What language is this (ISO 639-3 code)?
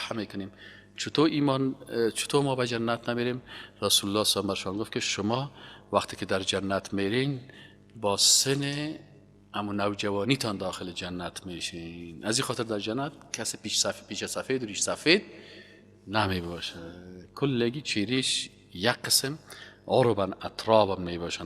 fas